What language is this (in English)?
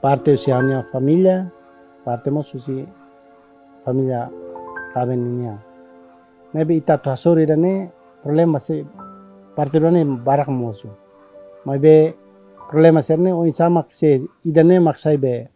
Tetum